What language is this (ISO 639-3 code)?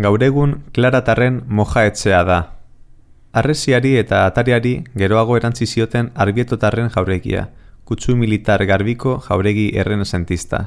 eus